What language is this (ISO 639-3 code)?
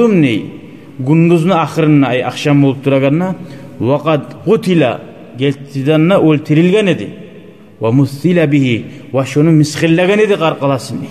kum